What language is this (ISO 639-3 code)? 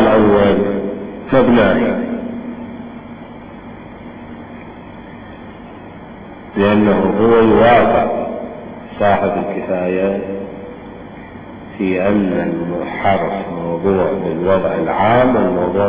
ara